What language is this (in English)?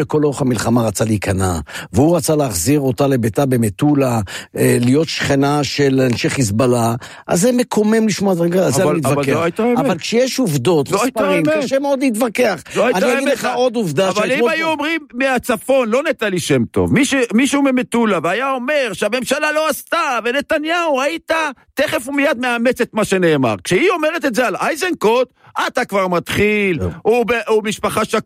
Hebrew